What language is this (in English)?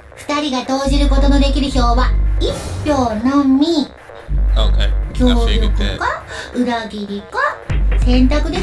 Japanese